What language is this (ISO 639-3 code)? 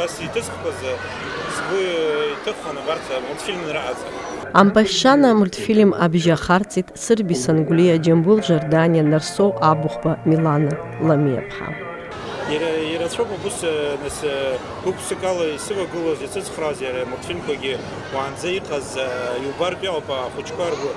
abk